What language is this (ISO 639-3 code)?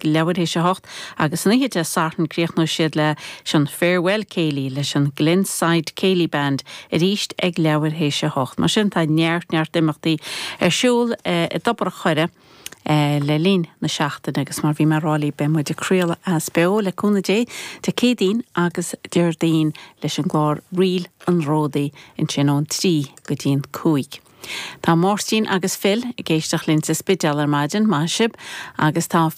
gle